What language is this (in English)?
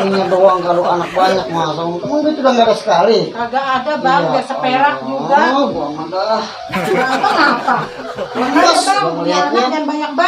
Betawi